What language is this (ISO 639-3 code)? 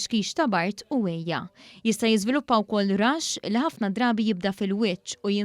mlt